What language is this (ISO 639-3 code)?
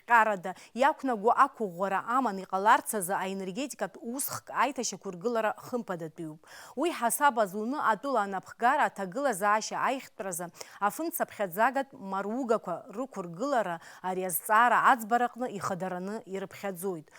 abk